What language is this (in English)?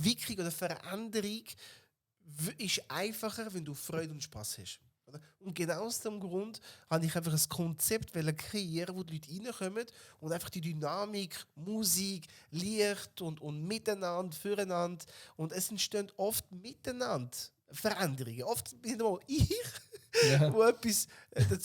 Swiss German